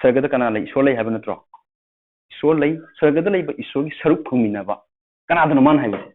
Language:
Manipuri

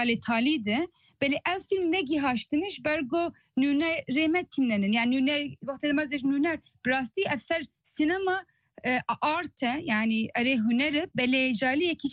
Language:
Kurdish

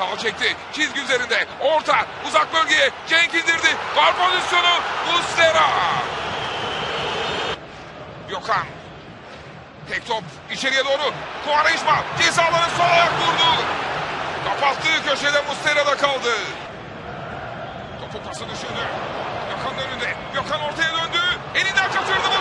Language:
Turkish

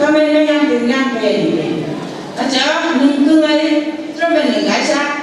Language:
Phom Naga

